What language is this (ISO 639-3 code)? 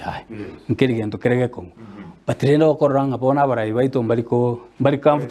guz